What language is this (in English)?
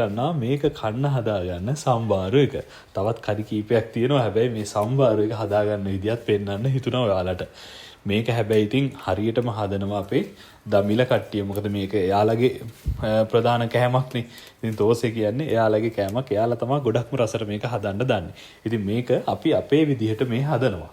Sinhala